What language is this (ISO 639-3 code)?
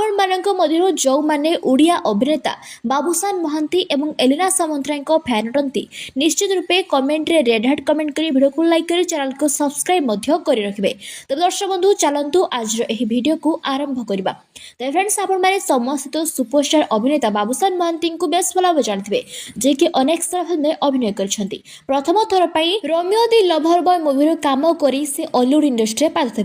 ori